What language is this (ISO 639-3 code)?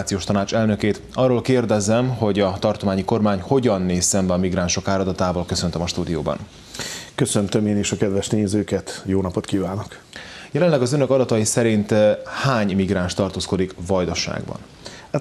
hun